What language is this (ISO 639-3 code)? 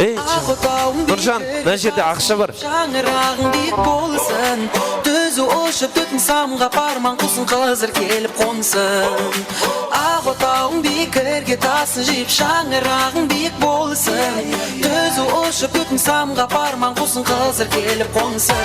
kaa